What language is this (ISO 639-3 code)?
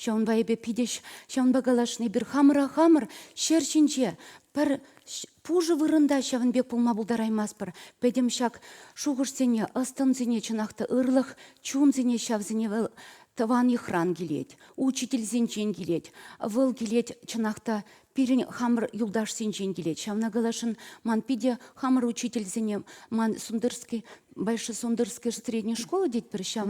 chv